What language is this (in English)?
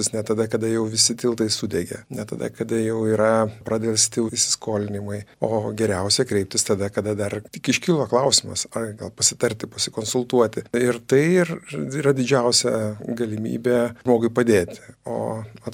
Lithuanian